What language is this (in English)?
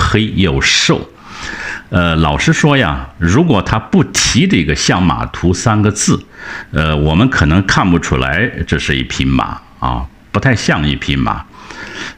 Chinese